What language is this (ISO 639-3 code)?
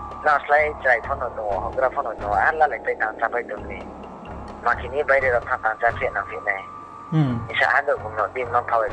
ria